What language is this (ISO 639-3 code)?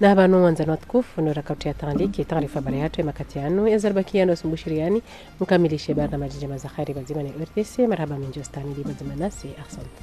zdj